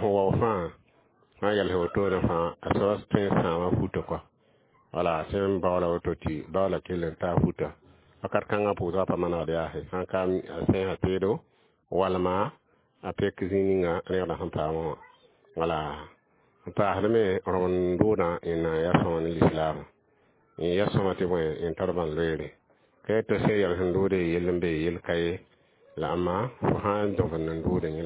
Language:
Mossi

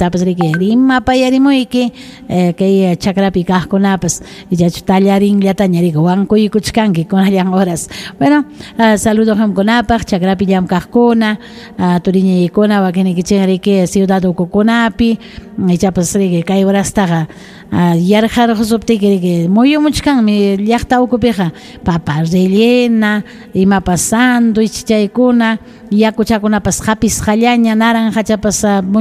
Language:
Ayacucho Quechua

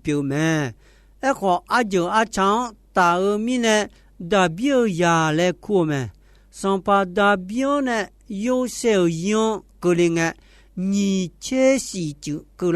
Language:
Akha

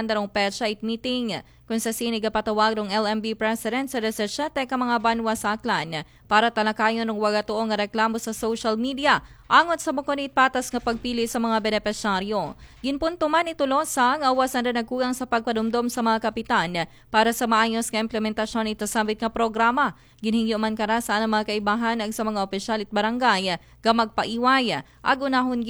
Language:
Aklanon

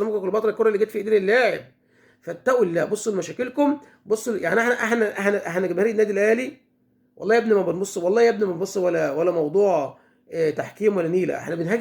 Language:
Egyptian Arabic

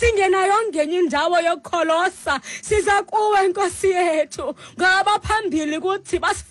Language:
Xhosa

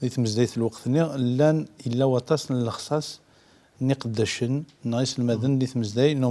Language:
Kabyle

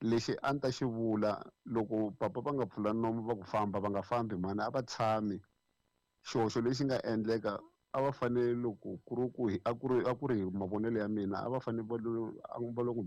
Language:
Tsonga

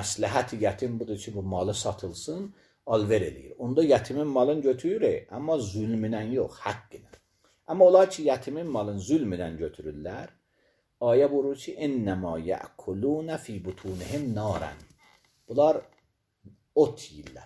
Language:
Azerbaijani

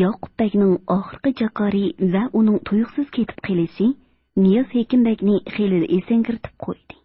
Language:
Uyghur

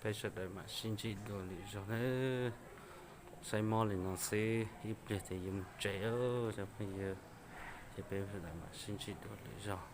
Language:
Hmong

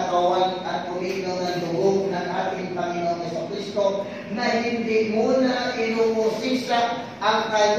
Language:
Filipino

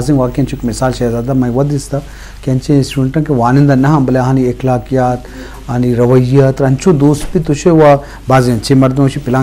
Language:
Eastern Balochi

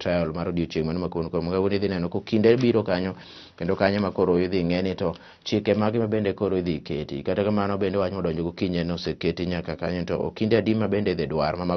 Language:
Luo (Kenya and Tanzania)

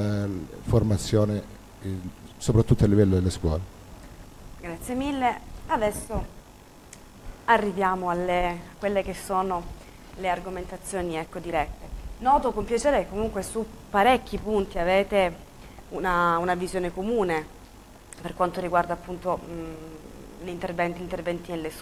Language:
Italian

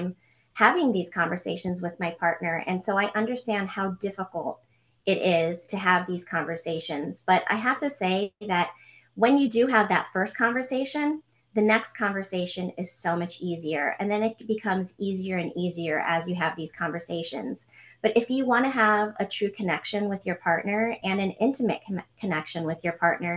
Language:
English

